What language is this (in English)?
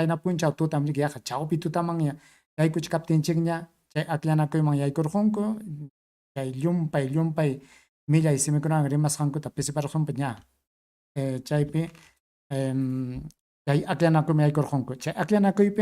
Ayacucho Quechua